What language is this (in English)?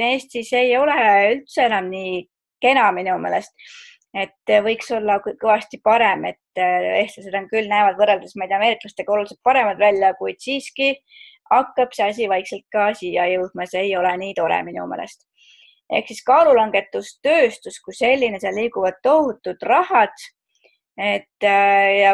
Estonian